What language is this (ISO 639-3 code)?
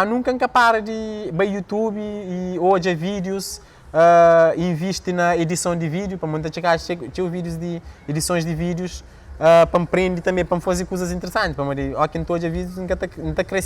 kea